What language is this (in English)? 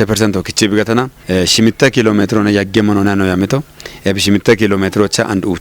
Kafa